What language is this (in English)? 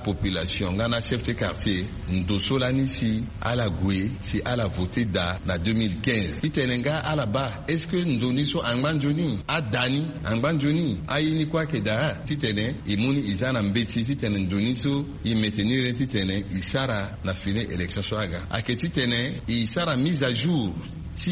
Sango